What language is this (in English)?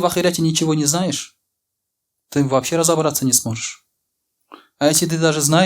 Tatar